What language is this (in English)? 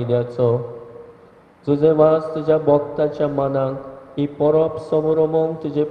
Konkani